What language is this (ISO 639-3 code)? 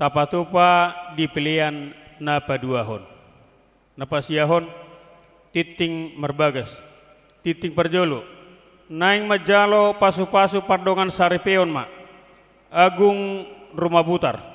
bbc